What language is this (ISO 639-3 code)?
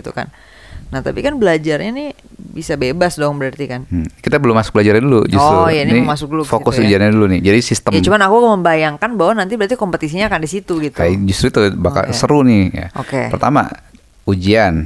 ind